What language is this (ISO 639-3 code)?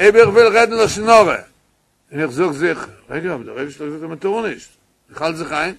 yid